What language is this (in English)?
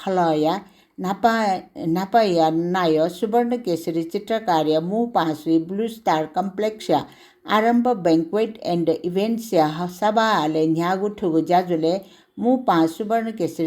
Newari